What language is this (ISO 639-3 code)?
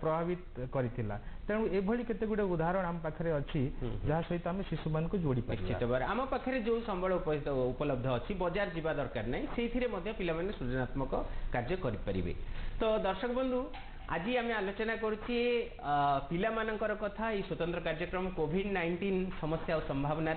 ori